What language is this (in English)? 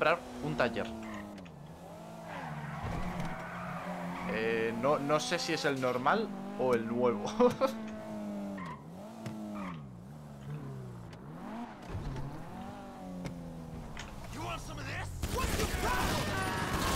Spanish